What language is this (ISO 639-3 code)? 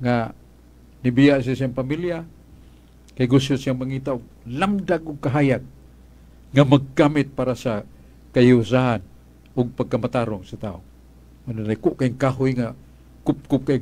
ceb